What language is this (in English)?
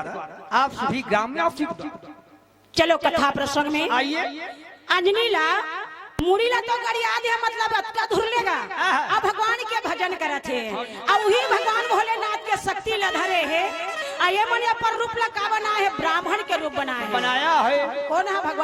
Chhattisgarhi